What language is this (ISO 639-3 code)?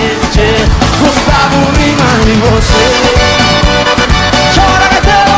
por